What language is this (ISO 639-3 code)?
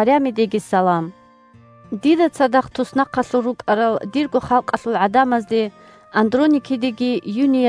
ava